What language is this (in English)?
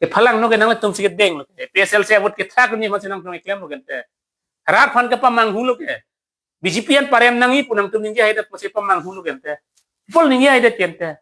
Karbi